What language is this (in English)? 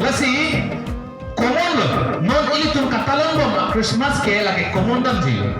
Karbi